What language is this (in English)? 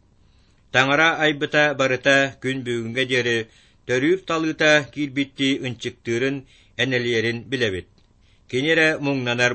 Yakut